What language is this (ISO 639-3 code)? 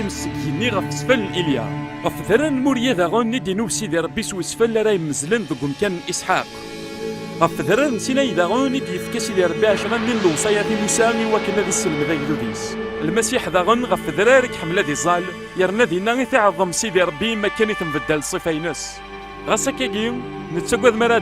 kab